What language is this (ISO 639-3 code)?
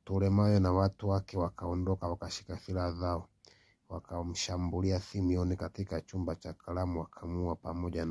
swa